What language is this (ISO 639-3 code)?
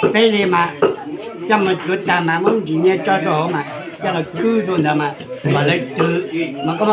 hmn